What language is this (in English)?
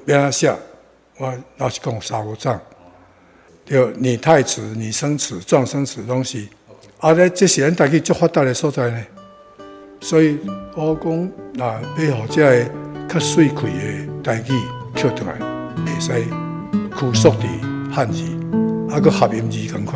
Min Nan Chinese